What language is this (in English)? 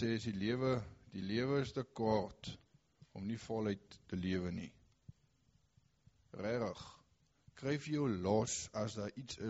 Afrikaans